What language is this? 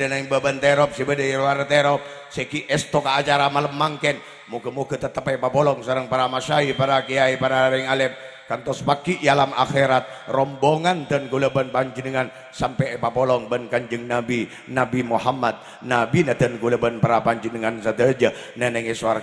Madurese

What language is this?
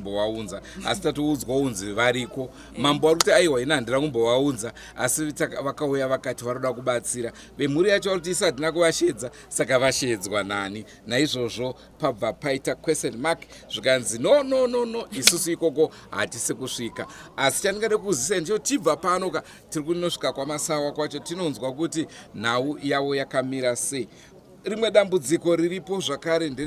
Shona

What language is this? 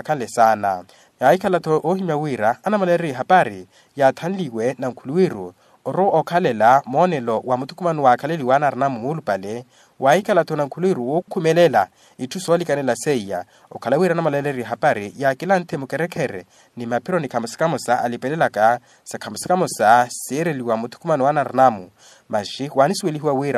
Makhuwa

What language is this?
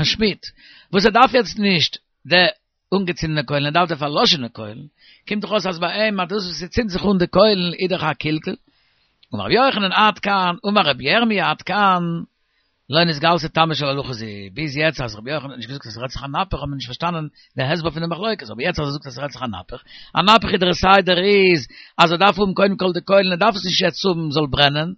Yiddish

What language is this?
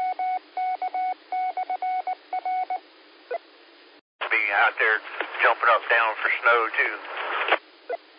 English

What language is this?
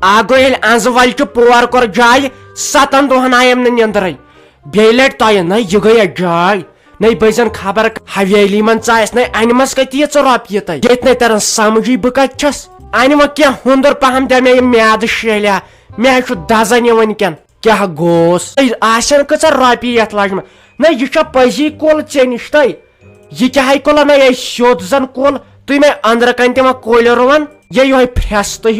Kashmiri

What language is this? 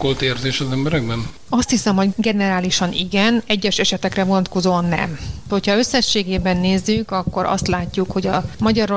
Hungarian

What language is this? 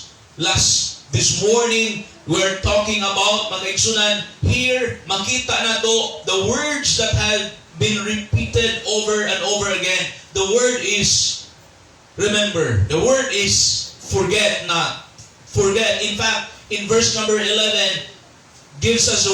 Cebuano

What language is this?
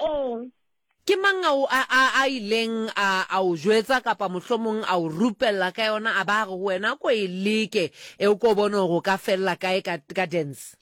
Southern Sotho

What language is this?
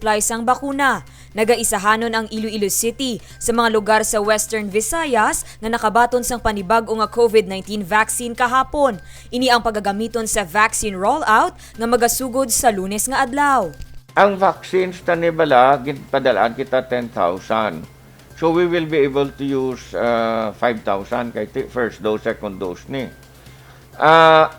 Hiligaynon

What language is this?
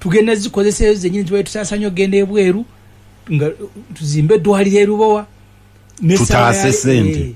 Ganda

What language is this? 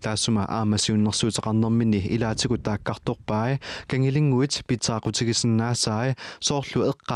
Kalaallisut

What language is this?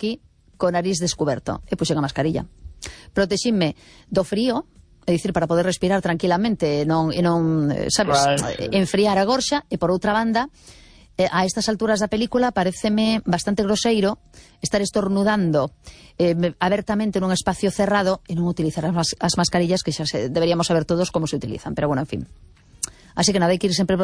Galician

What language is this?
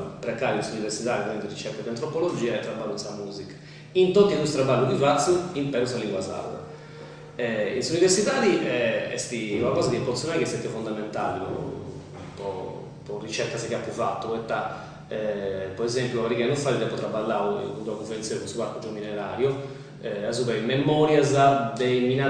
Sardinian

